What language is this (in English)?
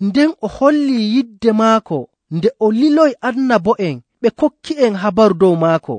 Nigerian Fulfulde